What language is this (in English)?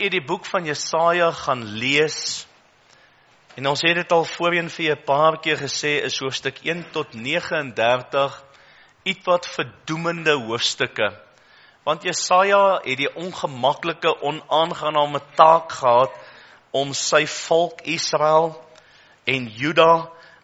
Afrikaans